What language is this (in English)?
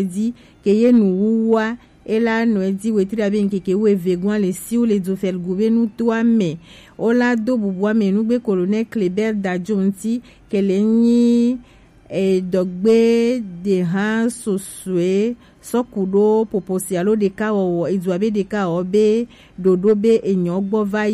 Gen